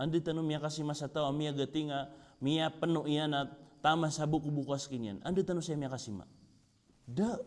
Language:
Maranao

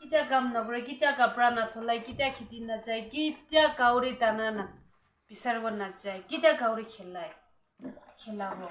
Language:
Yimchungru Naga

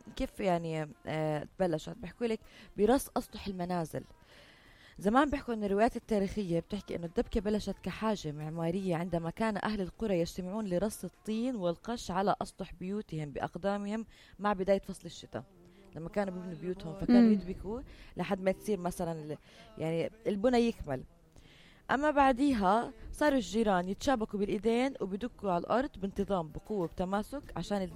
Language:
North Levantine Arabic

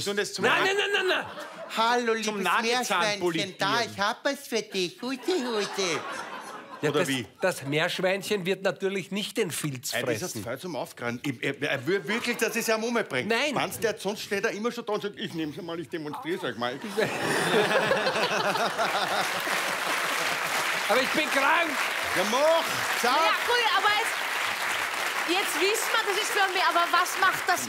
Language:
German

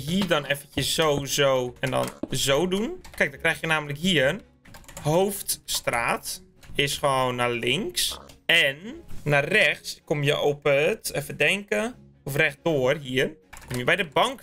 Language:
Dutch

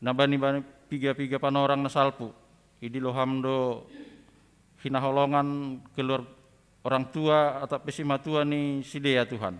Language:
Batak Simalungun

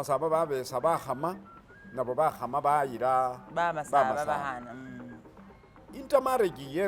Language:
Masaaba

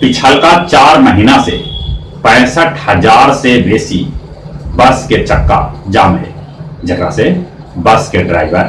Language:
Magahi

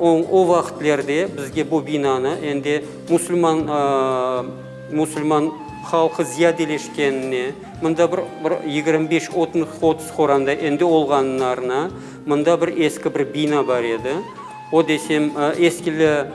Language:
Crimean Tatar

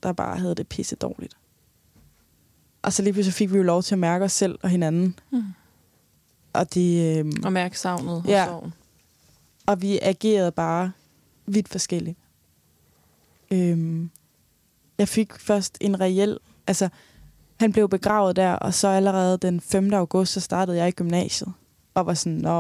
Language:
Danish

